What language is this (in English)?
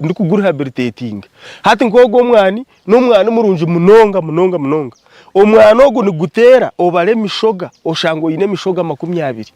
Nyankole